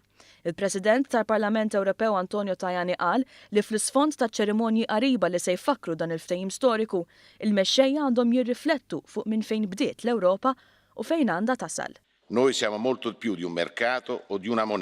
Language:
Maltese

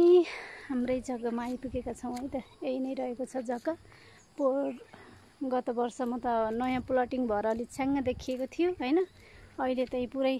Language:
Nepali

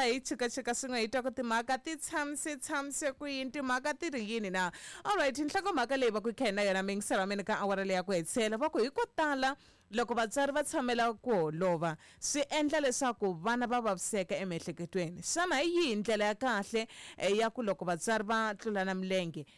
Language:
Tsonga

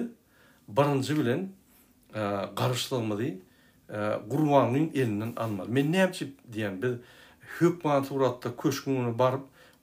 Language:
Turkmen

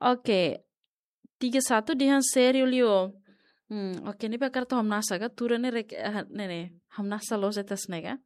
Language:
Tetum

